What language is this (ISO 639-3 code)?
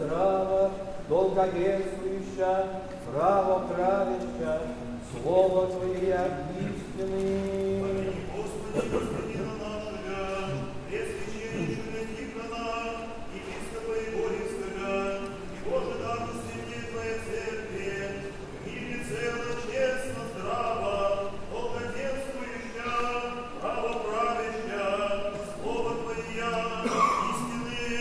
rus